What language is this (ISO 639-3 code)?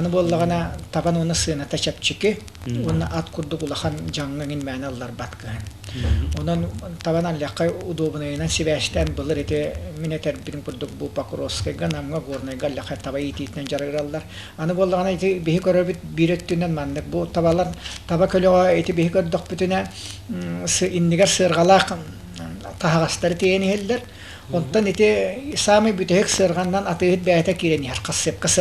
sah